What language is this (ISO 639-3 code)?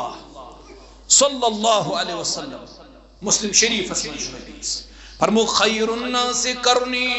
kas